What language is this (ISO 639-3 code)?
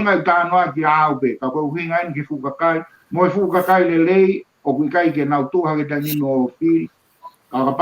ton